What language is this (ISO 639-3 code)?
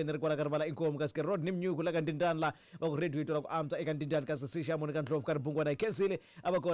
tso